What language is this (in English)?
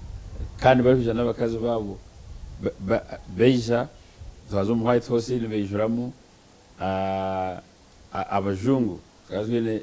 Nyankole